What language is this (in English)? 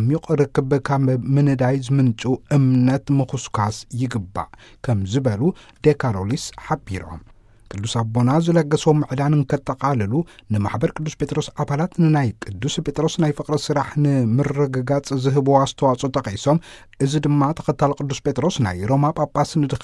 Tigrinya